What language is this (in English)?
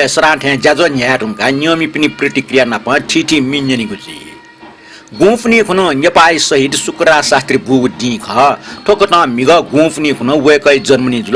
Newari